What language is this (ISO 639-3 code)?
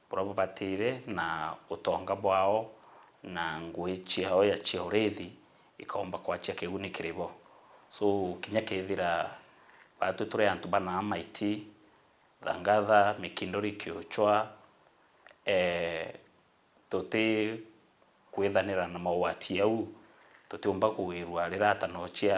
mer